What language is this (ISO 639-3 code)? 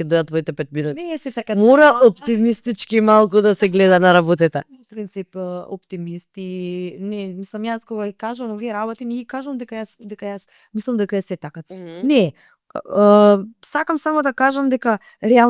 mkd